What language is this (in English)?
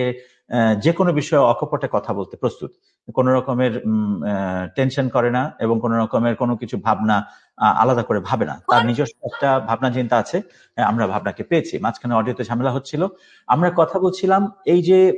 Bangla